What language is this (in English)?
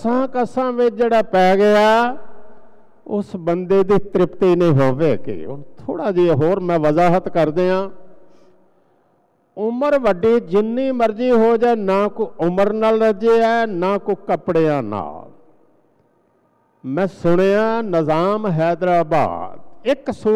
Punjabi